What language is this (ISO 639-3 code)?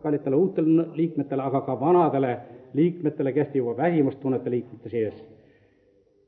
est